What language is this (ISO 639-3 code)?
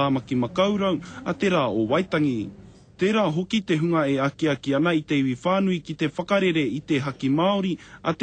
mri